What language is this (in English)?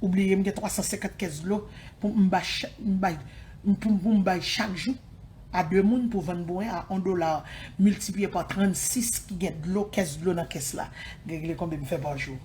Haitian Creole